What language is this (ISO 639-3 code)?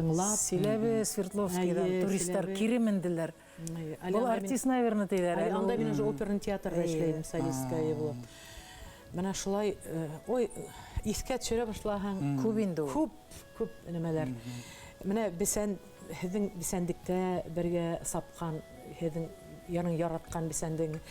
bak